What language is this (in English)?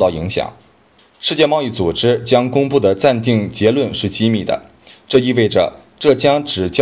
Chinese